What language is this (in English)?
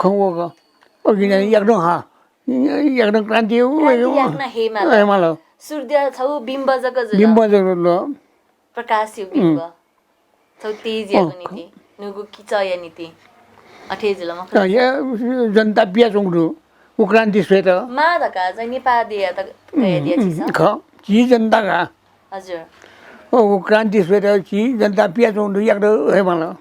Newari